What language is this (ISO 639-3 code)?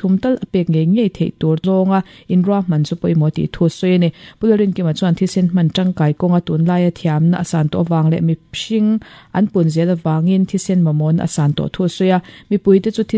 lus